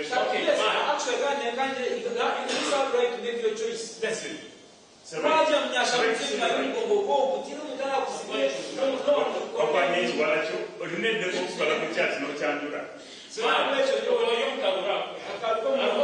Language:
Nyankole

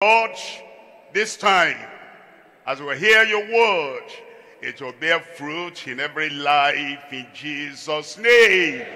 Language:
Ewe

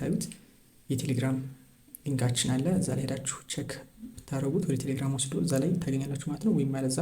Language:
Amharic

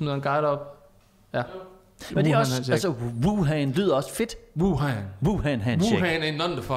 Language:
Danish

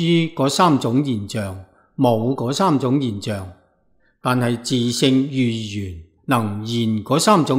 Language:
Cantonese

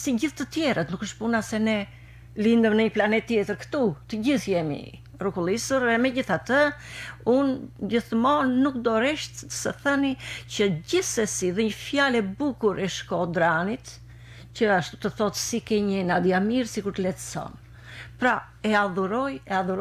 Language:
Albanian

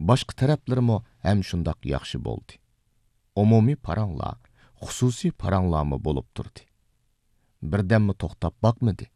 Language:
Uyghur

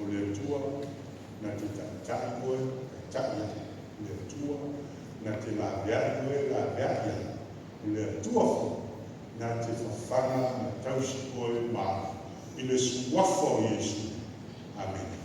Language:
Samoan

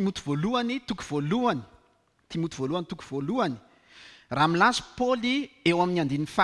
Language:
Malagasy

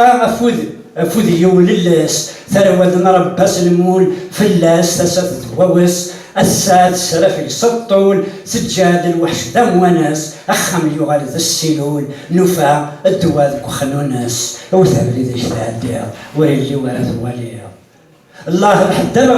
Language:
Kabyle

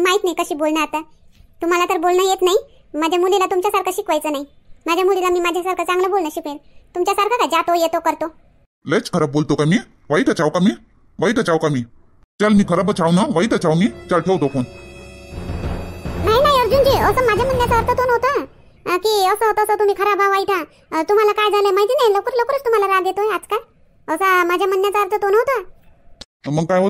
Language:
Marathi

